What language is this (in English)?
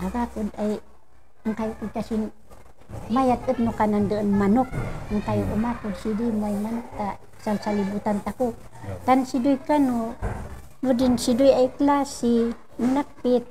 Kankanaey